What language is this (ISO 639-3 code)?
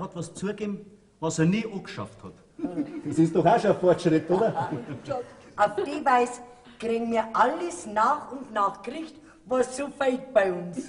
bar